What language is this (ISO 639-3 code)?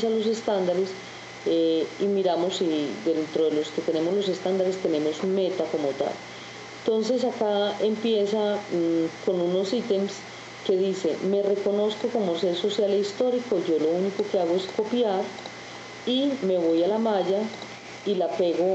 spa